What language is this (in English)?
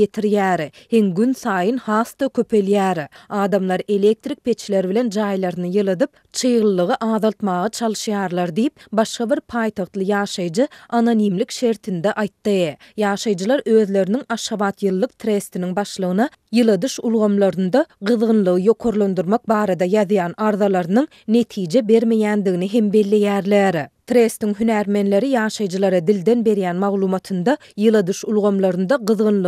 Turkmen